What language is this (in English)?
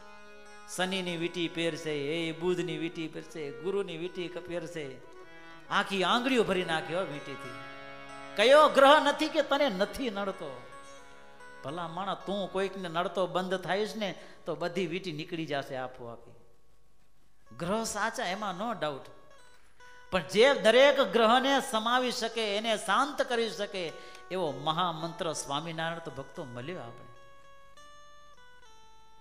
Gujarati